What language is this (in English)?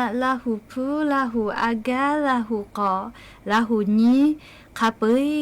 Lahu